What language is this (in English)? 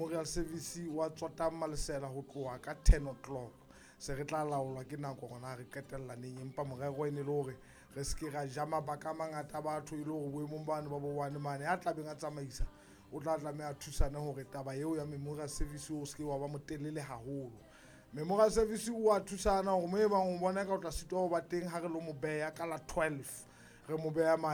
Southern Sotho